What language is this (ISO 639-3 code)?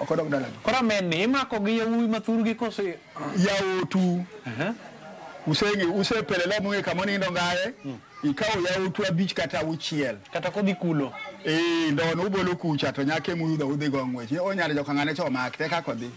luo